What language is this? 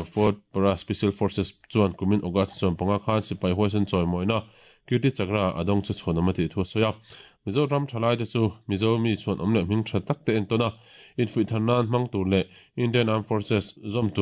Mizo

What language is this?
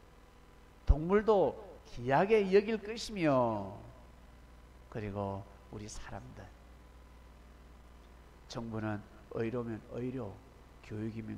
Korean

